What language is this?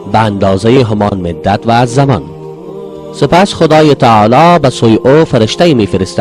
Persian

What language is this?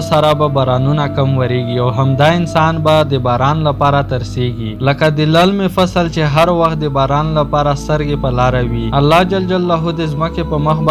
Pashto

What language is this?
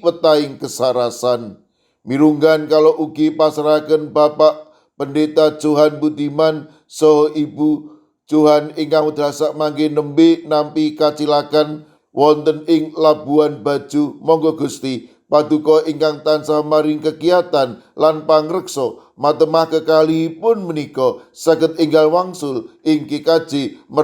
Javanese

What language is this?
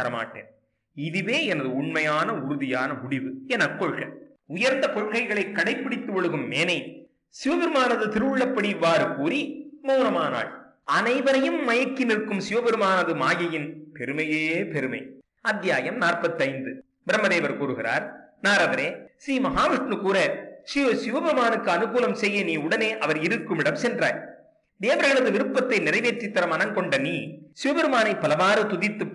Tamil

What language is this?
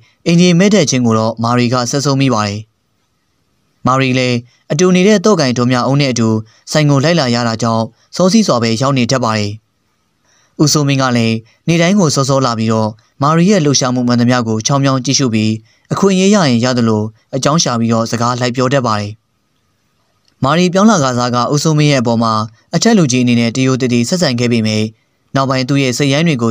Burmese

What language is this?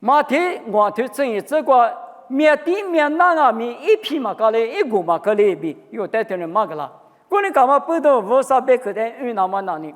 Lisu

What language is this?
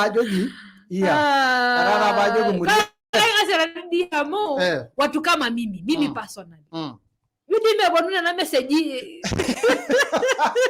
Masai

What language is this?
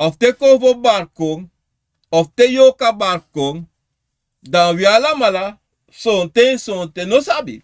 Sranan Tongo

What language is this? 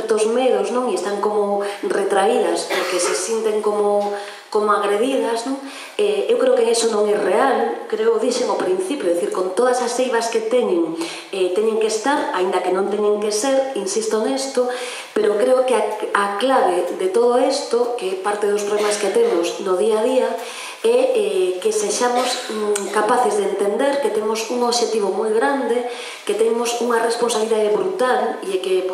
Galician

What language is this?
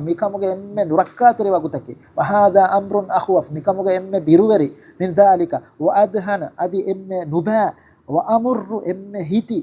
Divehi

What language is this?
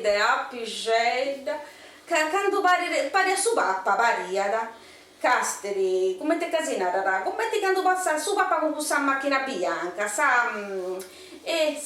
Sardinian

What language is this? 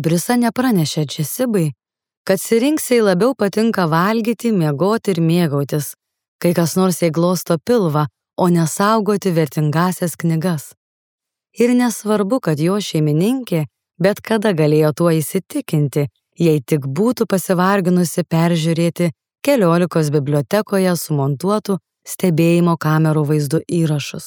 Lithuanian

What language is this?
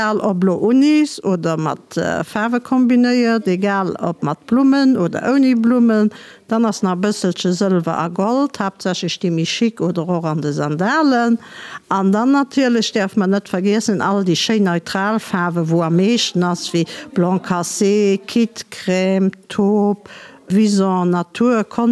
Luxembourgish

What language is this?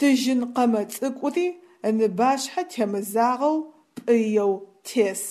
Adyghe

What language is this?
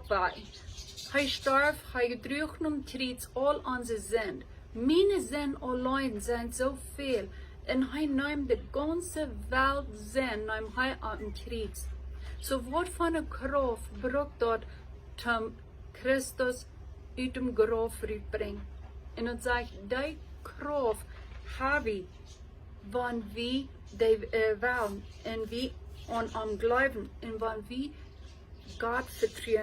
Plautdietsch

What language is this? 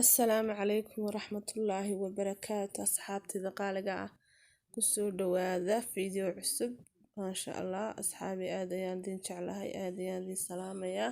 Somali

